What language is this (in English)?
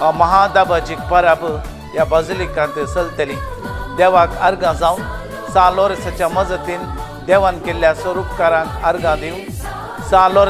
Konkani